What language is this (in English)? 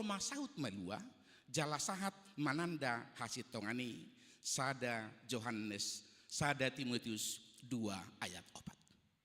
Batak Toba